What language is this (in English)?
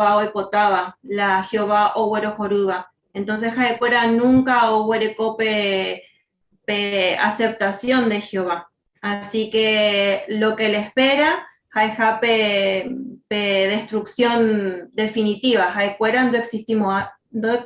Guarani